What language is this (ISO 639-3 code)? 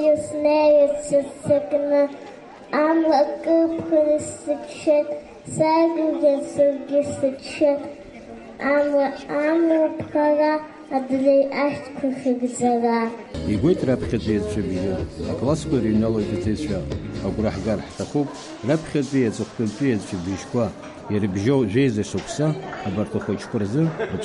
abk